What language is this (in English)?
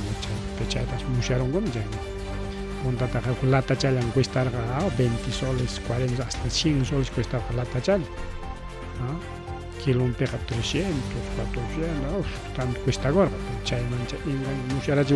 Ayacucho Quechua